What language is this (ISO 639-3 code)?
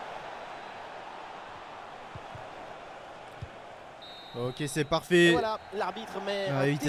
fra